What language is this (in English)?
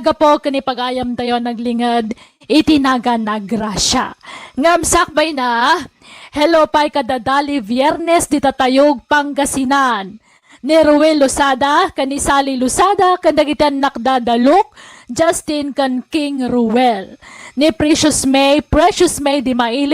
Iloko